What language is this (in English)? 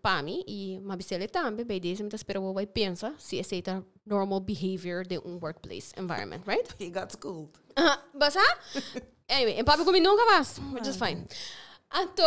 Papiamento